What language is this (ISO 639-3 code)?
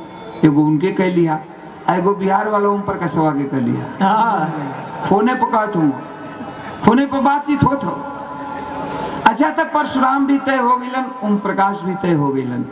bho